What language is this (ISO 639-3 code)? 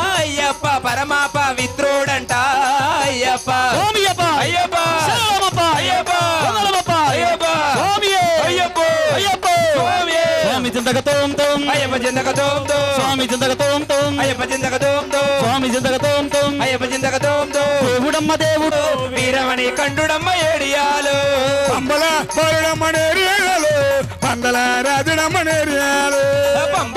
tel